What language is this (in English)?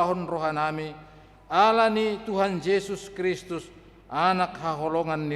Batak Toba